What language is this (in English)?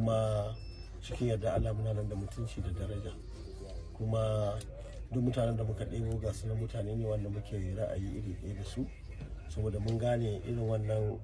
Hausa